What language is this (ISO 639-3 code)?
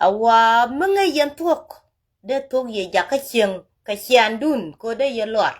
nus